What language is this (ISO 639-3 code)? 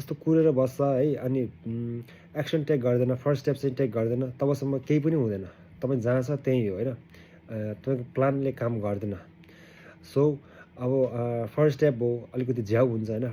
nep